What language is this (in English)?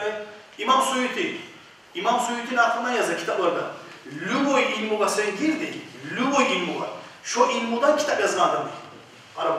Kumyk